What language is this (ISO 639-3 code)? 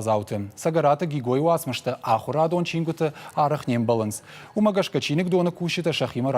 oss